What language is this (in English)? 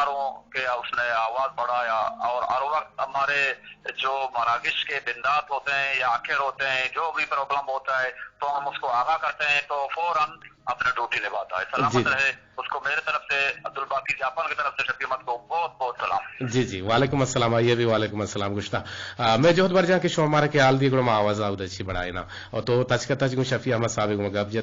Eastern Balochi